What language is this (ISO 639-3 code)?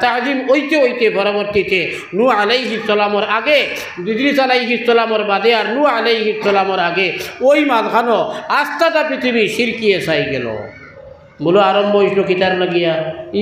syl